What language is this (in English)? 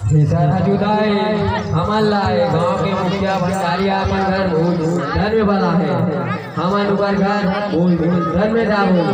Chhattisgarhi